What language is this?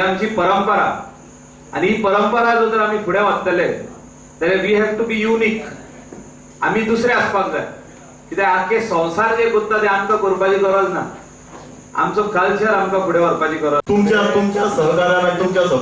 Konkani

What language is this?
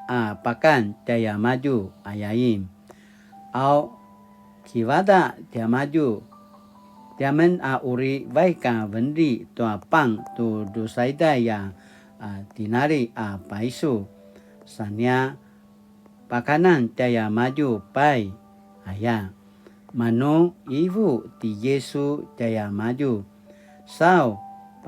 Paiwan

